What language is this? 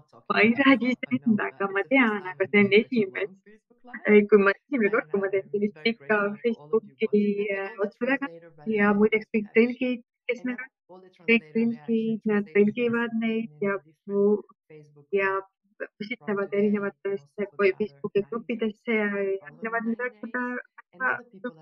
Estonian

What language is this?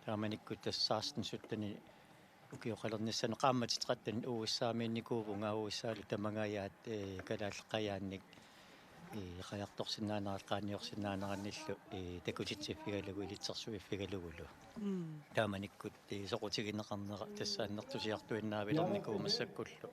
Kalaallisut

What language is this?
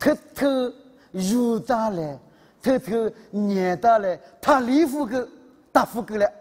Lisu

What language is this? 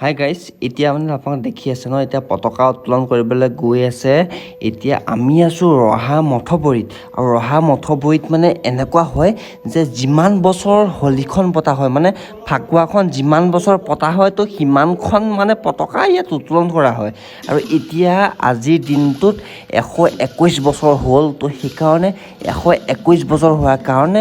Assamese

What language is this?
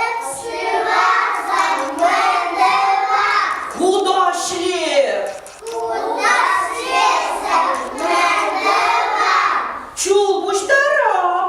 Chuvash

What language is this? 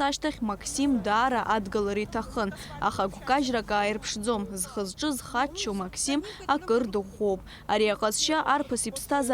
Abkhazian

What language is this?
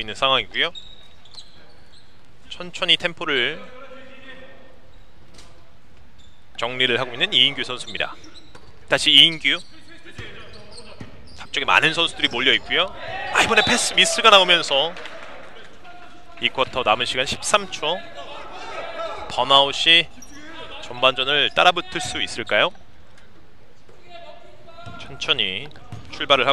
Korean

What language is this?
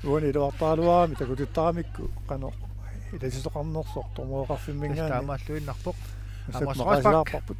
Kalaallisut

